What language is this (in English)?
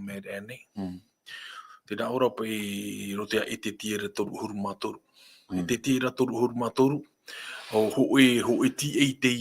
Tahitian